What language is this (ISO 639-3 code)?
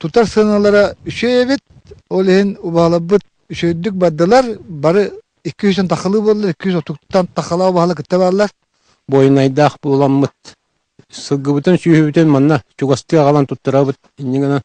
sah